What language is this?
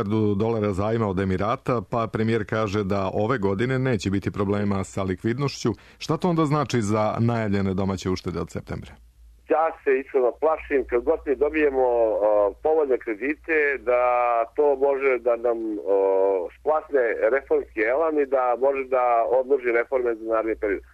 Serbian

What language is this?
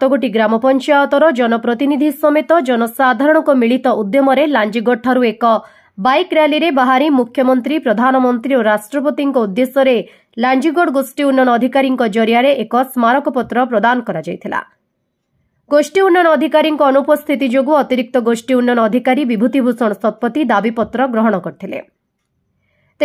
Odia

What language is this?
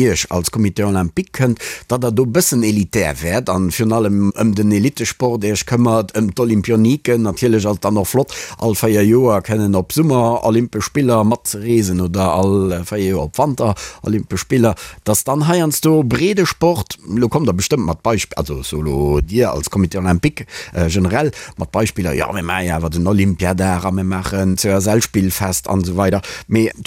Luxembourgish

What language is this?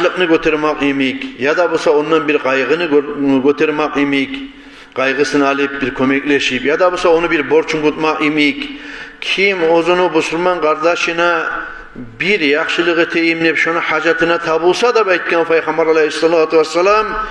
Kumyk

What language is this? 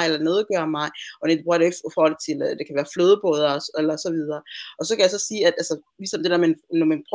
Danish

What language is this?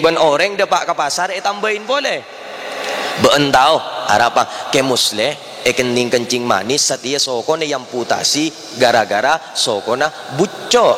Madurese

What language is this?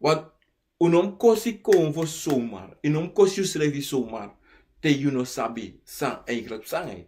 Sranan Tongo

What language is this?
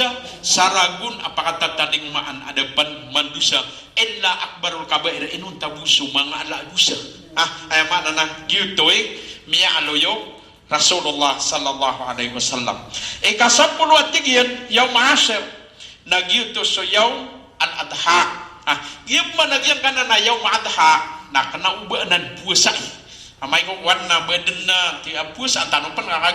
Maranao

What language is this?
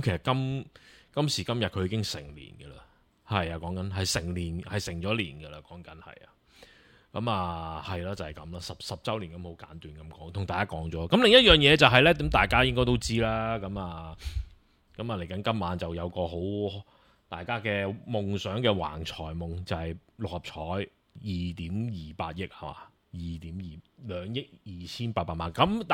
Cantonese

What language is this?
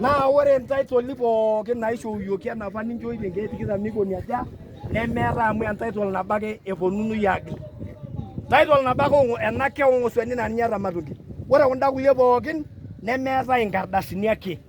Masai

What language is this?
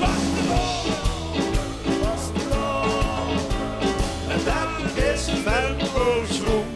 Limburgish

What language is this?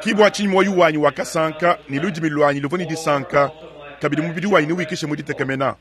Luba-Lulua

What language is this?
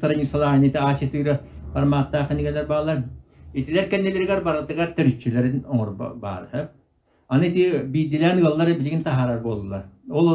Yakut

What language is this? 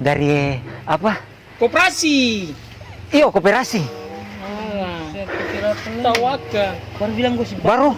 Ambonese Malay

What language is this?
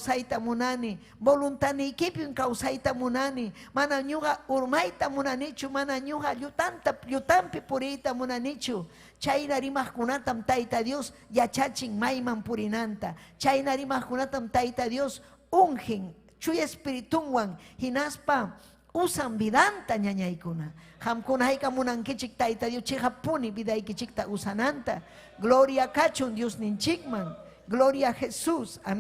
Ayacucho Quechua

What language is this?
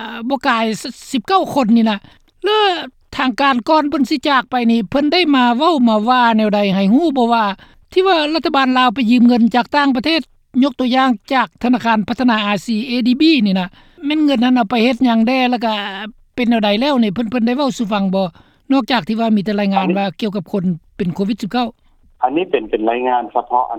Lao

